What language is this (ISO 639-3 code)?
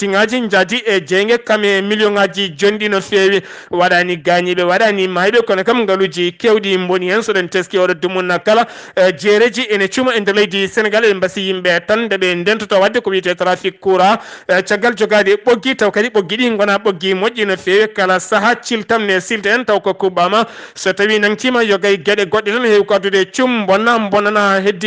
ful